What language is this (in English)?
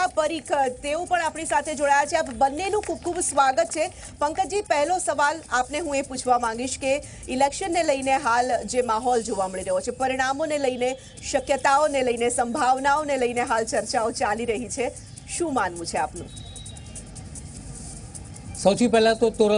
Gujarati